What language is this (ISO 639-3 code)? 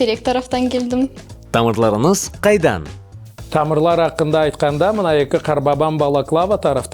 crh